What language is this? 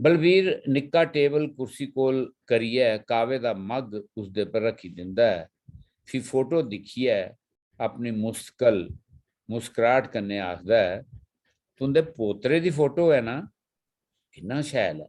Dogri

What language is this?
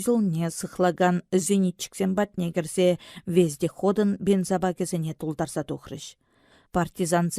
Chuvash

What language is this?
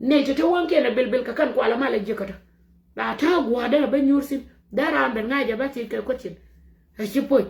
Nuer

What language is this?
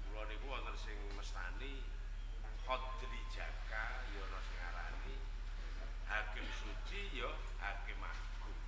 Javanese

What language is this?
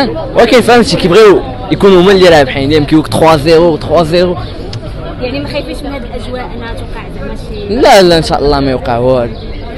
Moroccan Arabic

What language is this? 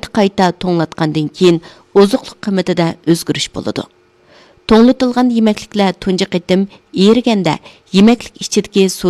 Uyghur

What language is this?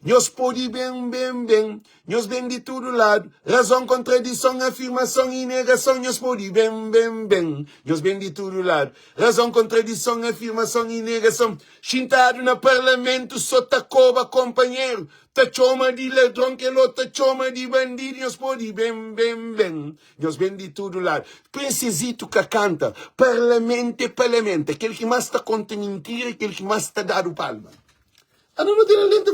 Kabuverdianu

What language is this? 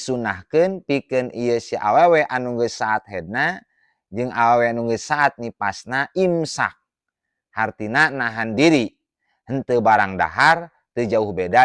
Sundanese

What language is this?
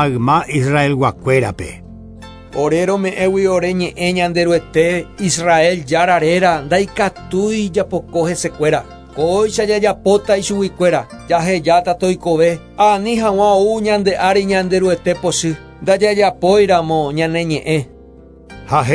Guarani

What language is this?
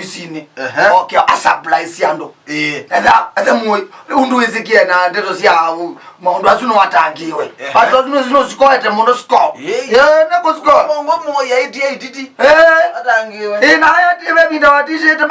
Kamba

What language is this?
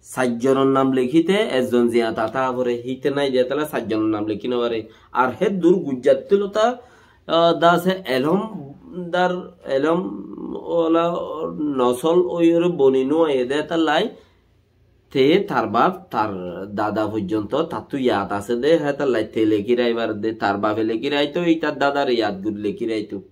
Rohingya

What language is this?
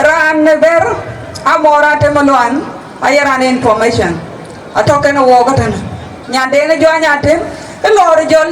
Dinka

